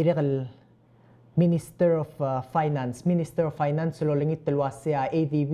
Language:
Palauan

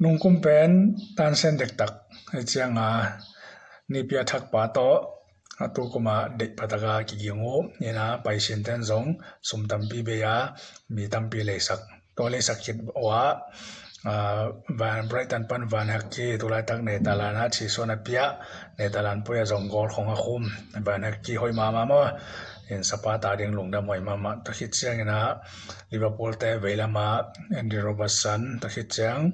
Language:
Tedim Chin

